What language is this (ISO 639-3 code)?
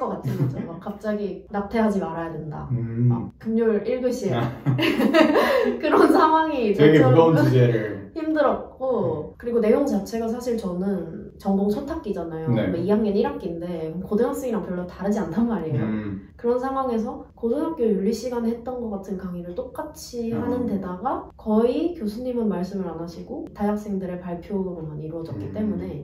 kor